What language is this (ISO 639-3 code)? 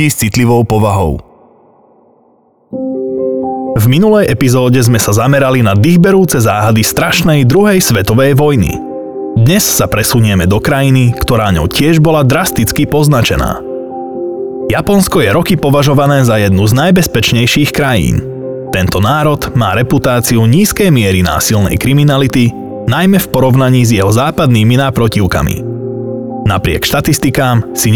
slk